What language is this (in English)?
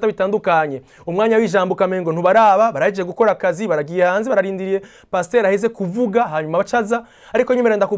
Rundi